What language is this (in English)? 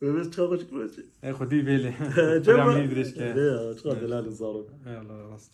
Kurdish